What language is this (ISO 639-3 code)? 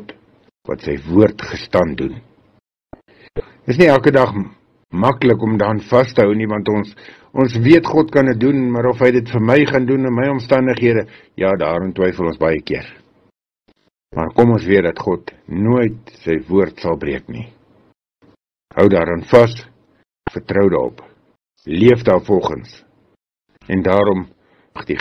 afr